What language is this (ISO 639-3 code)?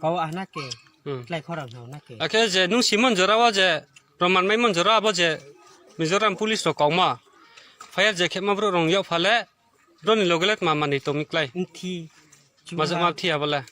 ria